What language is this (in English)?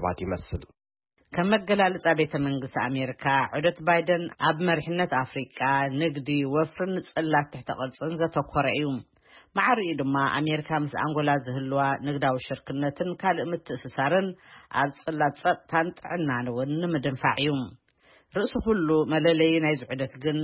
Tigrinya